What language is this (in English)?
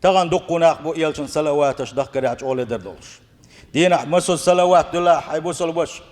Chechen